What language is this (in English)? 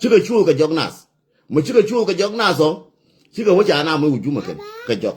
Nuer